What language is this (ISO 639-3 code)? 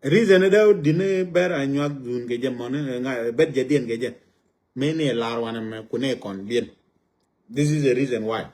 nus